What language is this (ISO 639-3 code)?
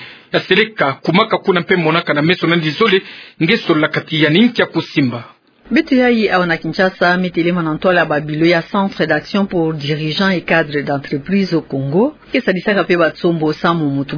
ktu